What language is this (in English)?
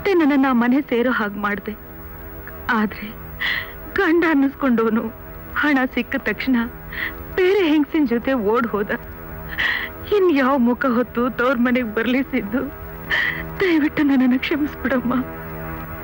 Kannada